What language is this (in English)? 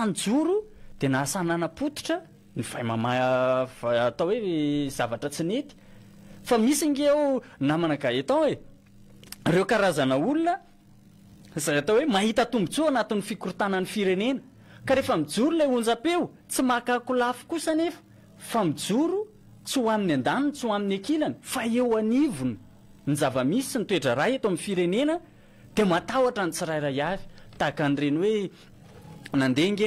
Malagasy